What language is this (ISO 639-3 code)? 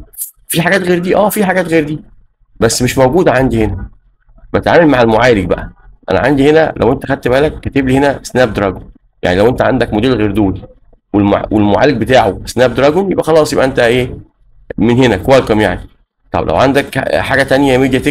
arz